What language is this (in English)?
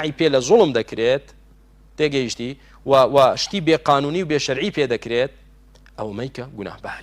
Central Kurdish